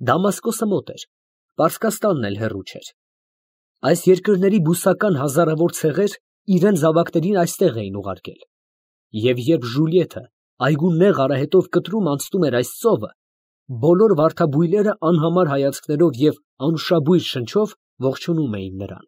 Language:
Armenian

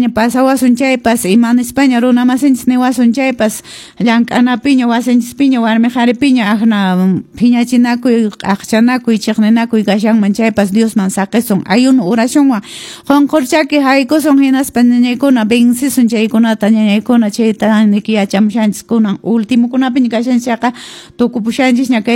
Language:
Quechua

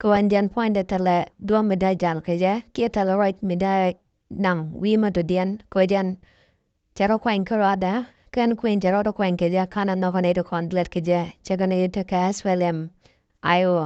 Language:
Nuer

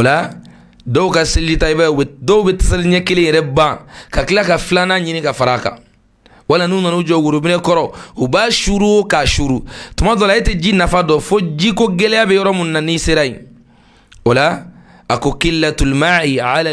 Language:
Bambara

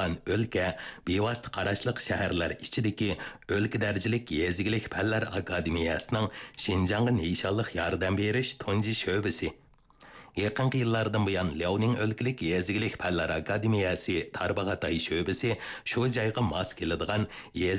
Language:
Uyghur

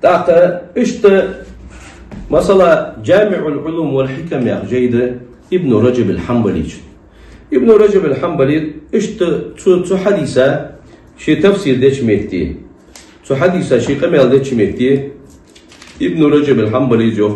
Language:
Ingush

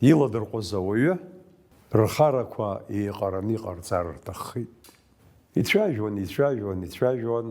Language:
Abkhazian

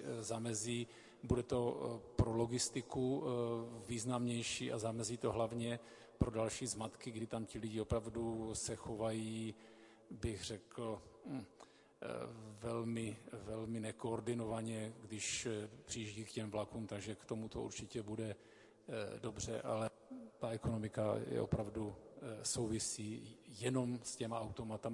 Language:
Czech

